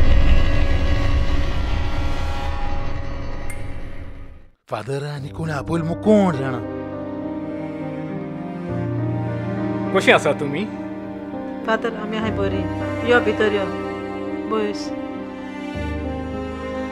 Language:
Konkani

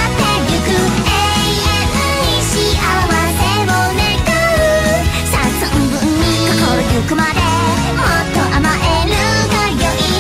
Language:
Japanese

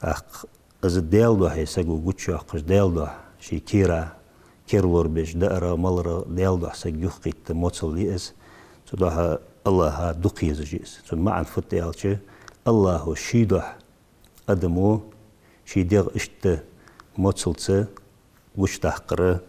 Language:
Ingush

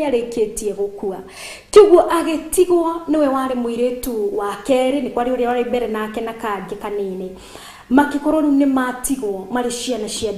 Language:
Kikuyu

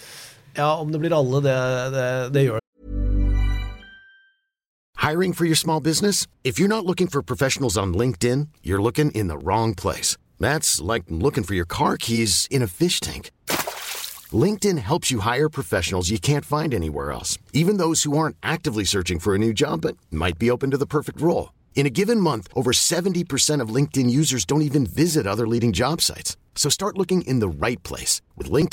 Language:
Norwegian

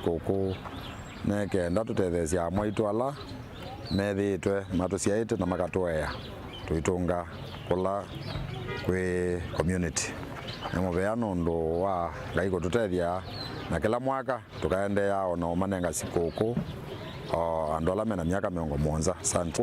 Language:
Kamba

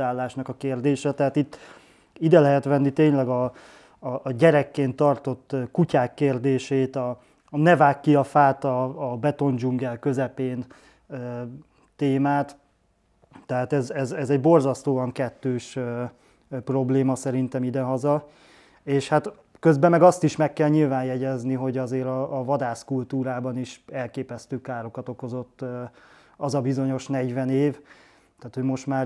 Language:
Hungarian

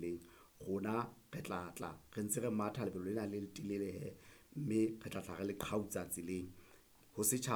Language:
Southern Sotho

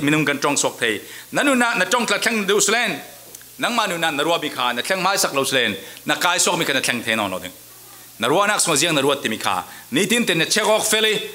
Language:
Falam Chin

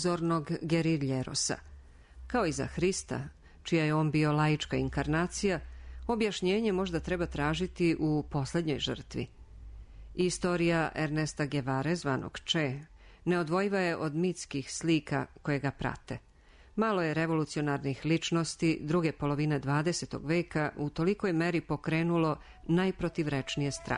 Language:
Serbian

